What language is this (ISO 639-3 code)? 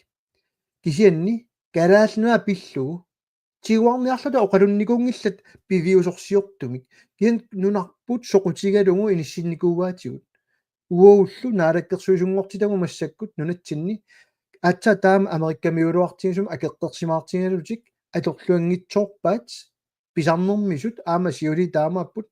kal